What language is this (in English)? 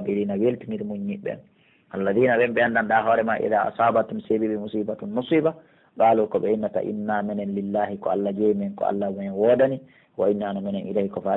Pular